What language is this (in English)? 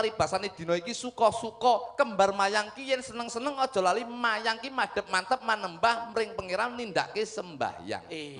Javanese